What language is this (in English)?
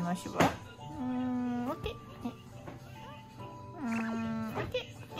Japanese